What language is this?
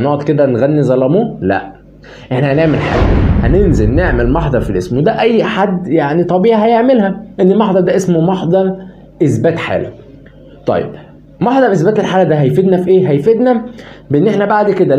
Egyptian Arabic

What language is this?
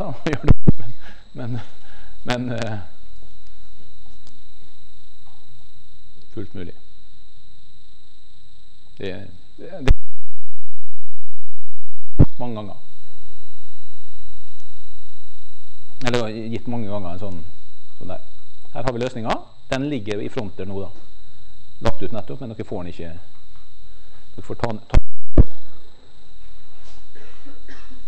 Norwegian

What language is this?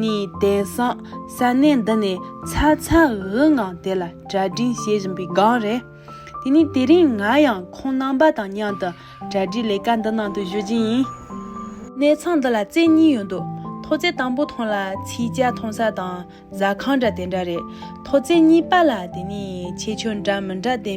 Tibetan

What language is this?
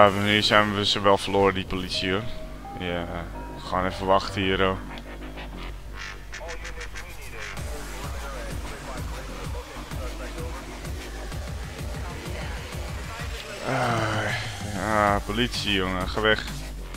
Dutch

